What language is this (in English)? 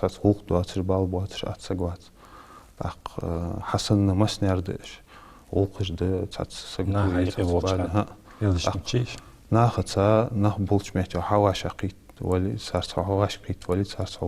Ingush